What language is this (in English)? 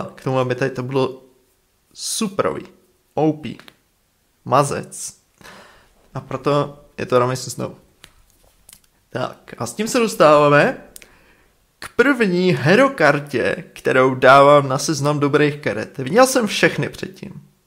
Czech